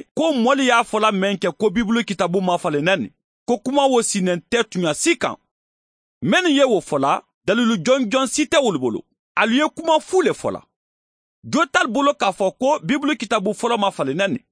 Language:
Mandingo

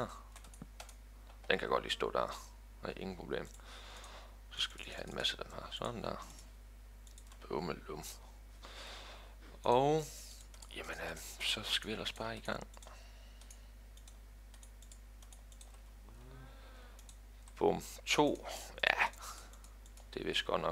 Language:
Danish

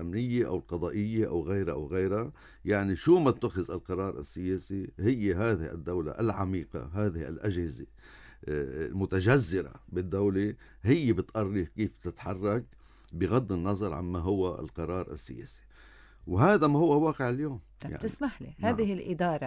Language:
North Levantine Arabic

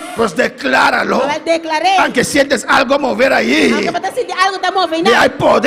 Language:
Papiamento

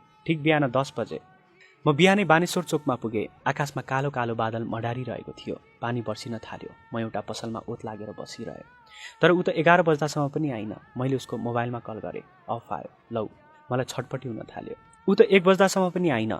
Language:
Nepali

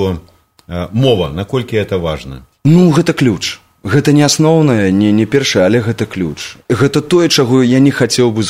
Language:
Belarusian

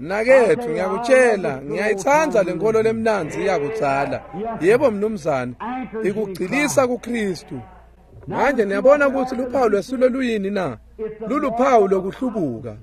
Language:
Swati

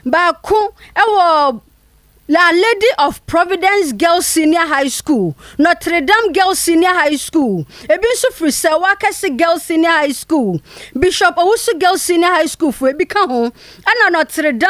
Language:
Akan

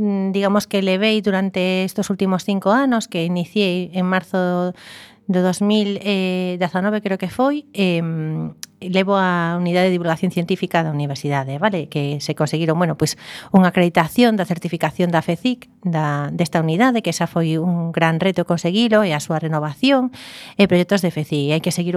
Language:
Galician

